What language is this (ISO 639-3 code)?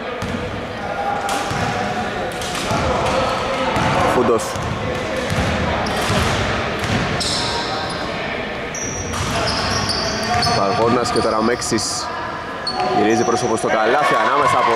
ell